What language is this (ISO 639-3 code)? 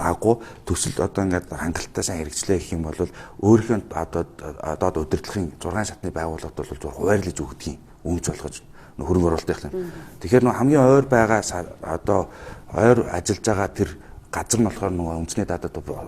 mon